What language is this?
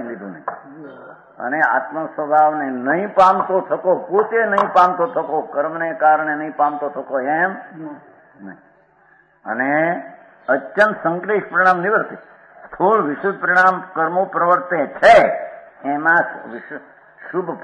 Gujarati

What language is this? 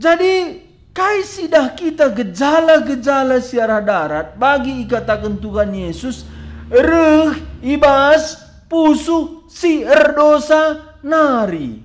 Batak Karo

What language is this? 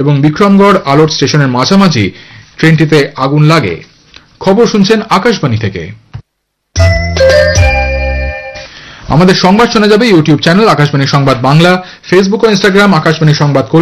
Bangla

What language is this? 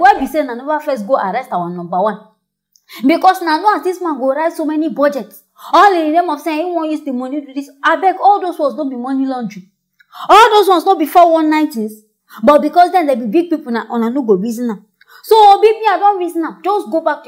Nigerian Pidgin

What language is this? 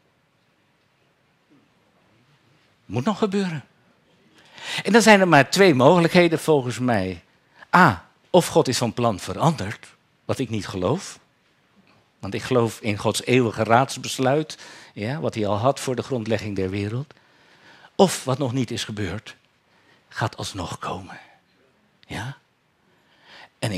Dutch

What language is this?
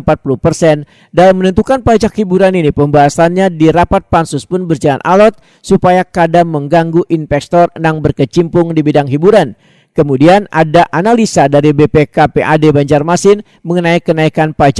Banjar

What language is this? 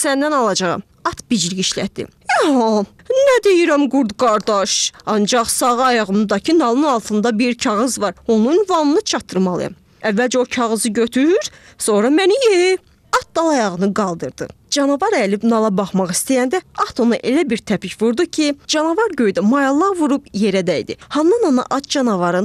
Azerbaijani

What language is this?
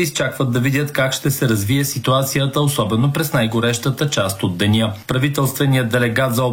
Bulgarian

